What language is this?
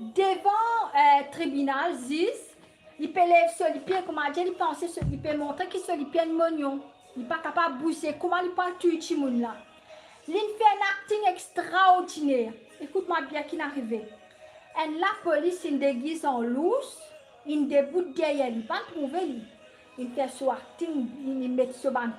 Morisyen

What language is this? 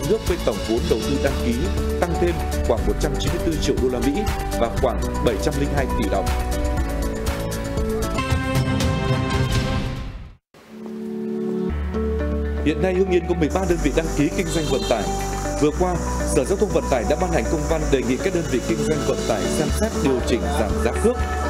Vietnamese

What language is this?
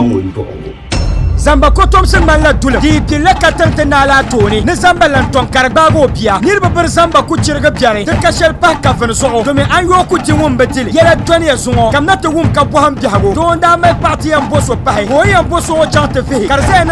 Dagbani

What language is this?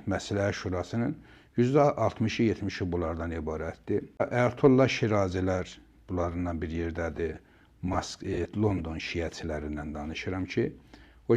Azerbaijani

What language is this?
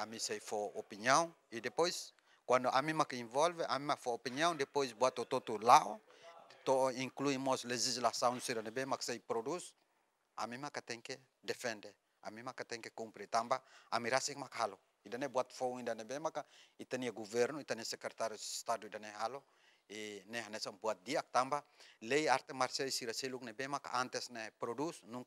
Tetum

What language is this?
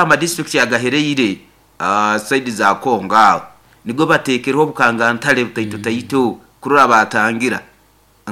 Nyoro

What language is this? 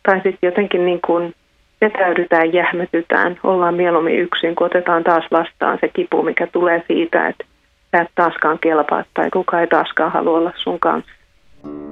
Finnish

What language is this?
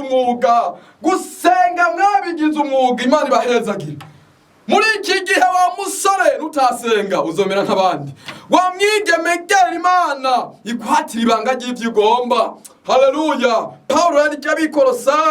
Rundi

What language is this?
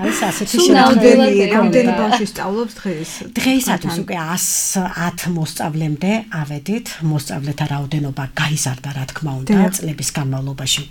Georgian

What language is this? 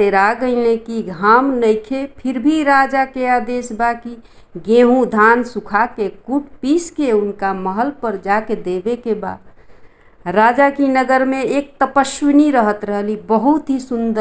Bhojpuri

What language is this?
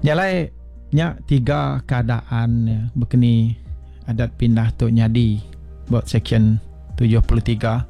Iban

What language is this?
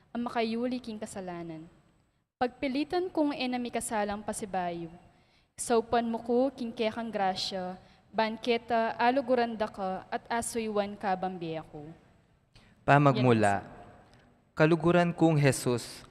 Pampanga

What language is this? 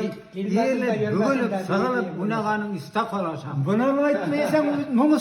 Tatar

